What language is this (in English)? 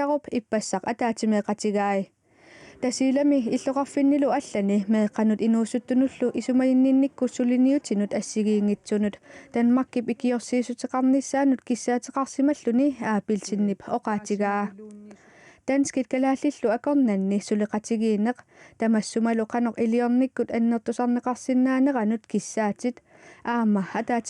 Kalaallisut